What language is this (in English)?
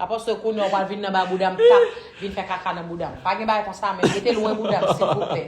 Haitian Creole